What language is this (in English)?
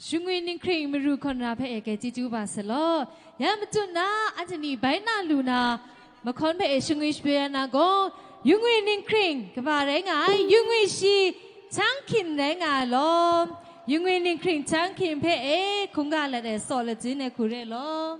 Kachin